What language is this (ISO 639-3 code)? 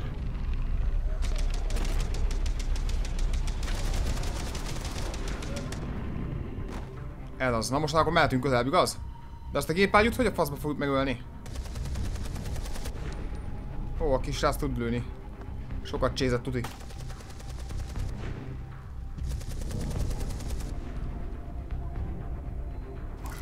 hun